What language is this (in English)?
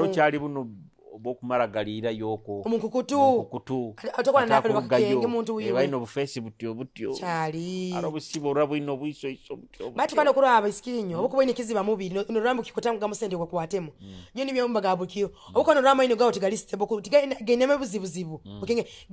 Nyoro